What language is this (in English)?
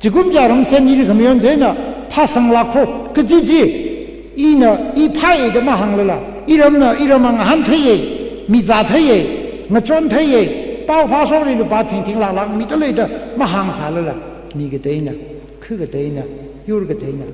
Tangkhul Naga (India)